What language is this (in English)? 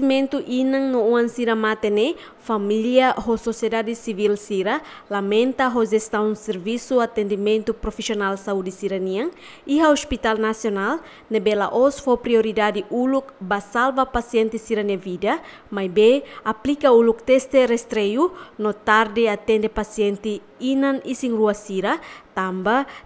Tetum